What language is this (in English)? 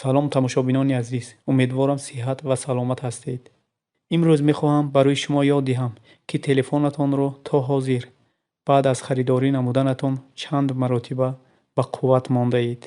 Tajik